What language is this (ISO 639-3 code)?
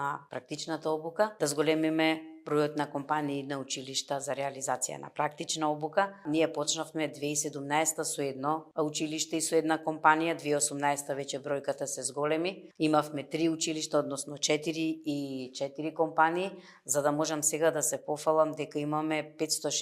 mkd